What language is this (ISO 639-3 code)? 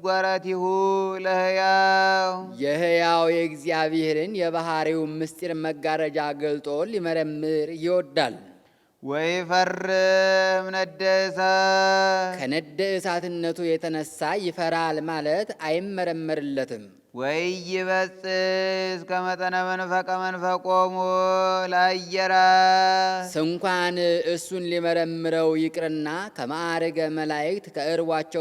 amh